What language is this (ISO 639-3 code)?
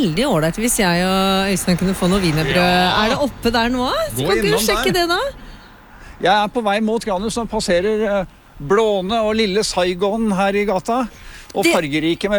nor